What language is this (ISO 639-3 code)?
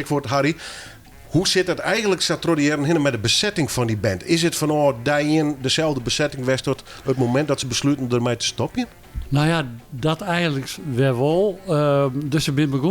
fry